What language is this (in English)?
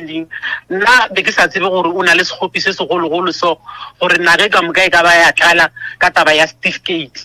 Northern Sotho